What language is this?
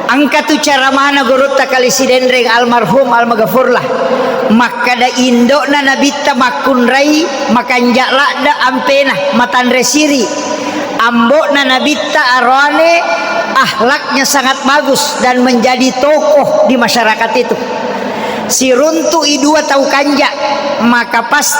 Buginese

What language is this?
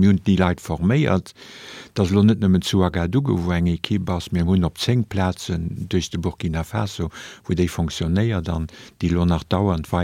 Luxembourgish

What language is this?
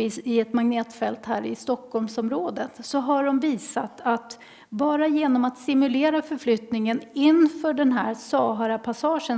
Swedish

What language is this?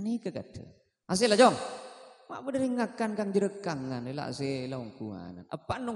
Madurese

